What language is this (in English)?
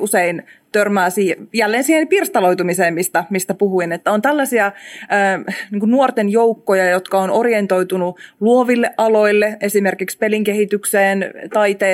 Finnish